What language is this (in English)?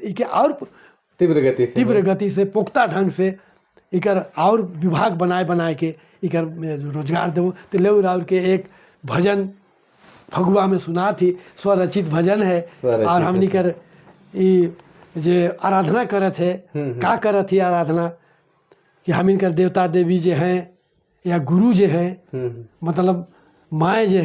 Sadri